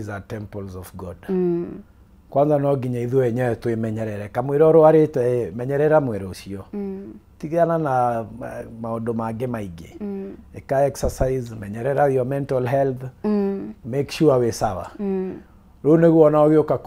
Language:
Kikuyu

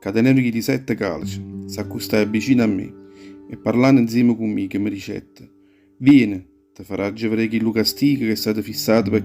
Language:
Neapolitan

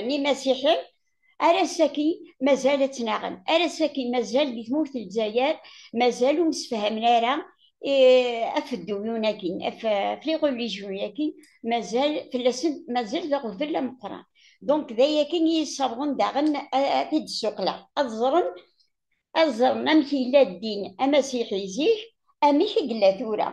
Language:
Kabyle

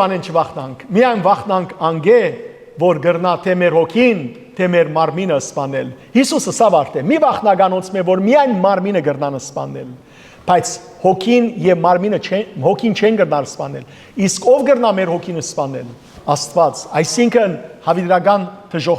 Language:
Western Armenian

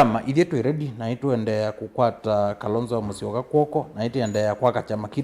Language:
Kamba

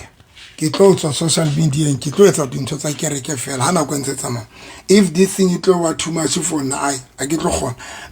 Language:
Southern Sotho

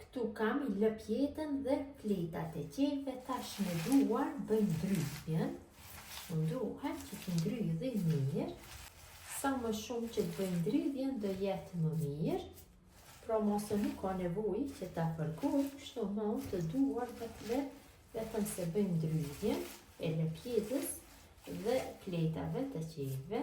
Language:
Albanian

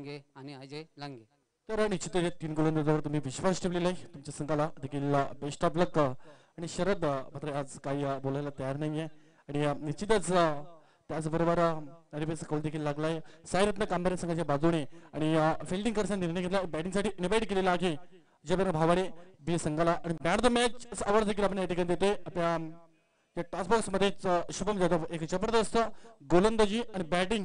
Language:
Marathi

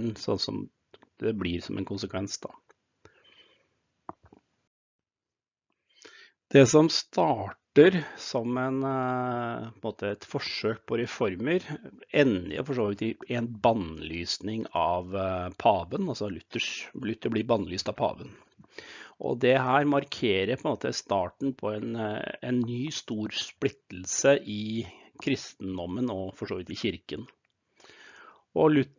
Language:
Norwegian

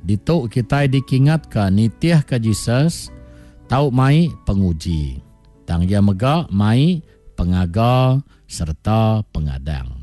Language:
Iban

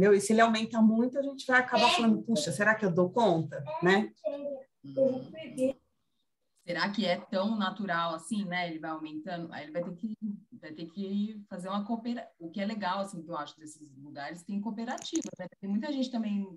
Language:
Portuguese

